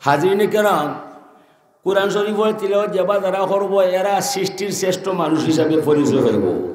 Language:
Sylheti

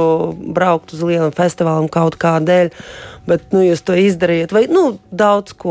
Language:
Latvian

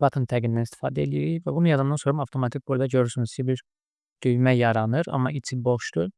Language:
Azerbaijani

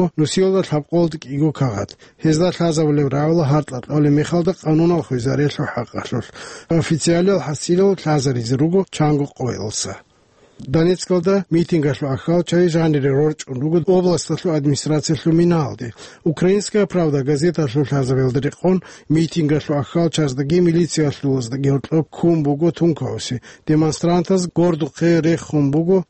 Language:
Avaric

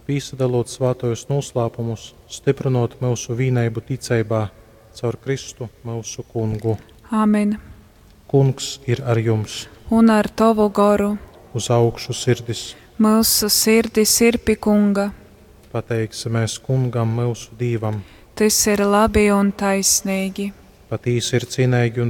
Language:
Latgalian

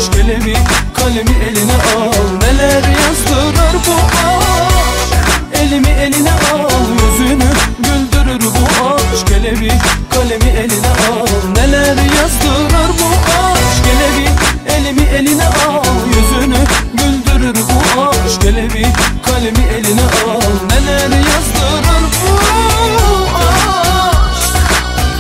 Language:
Turkish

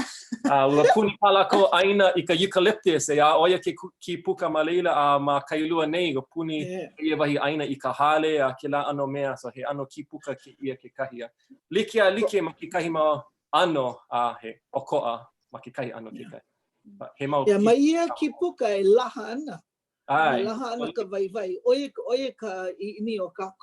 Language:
Hawaiian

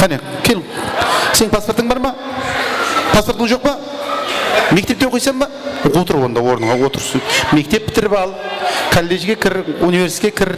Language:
Kara-Kalpak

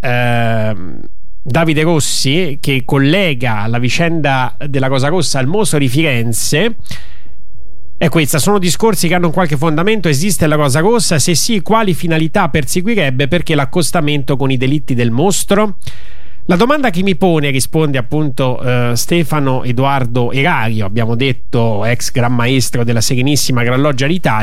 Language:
Italian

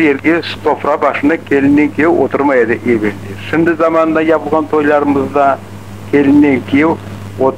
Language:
Crimean Tatar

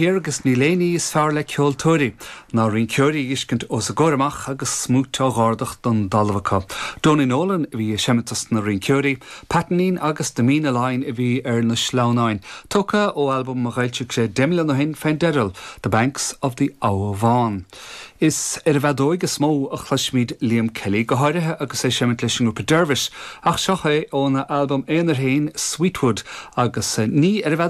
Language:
Irish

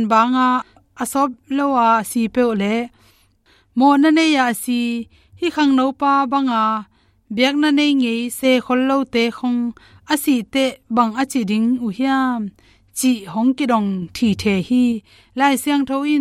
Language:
Tedim Chin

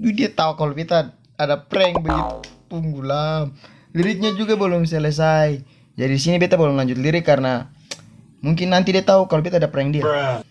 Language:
Ambonese Malay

